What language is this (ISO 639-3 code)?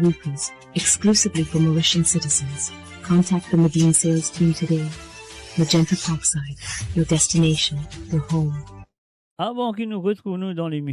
mfe